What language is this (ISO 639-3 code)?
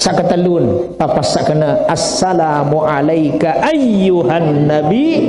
sas